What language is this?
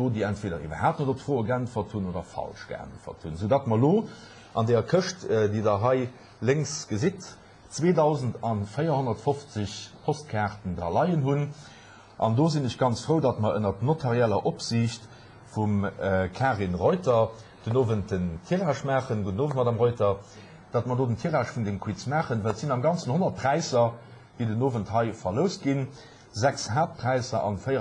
Luxembourgish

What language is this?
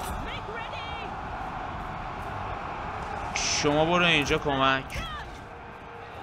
Persian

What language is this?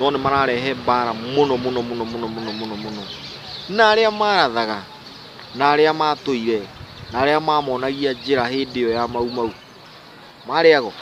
Kikuyu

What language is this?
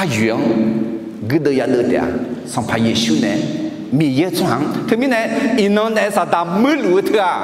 Akha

